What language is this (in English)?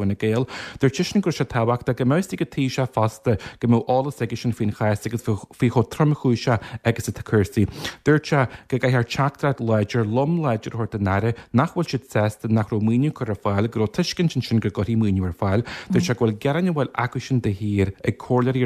Irish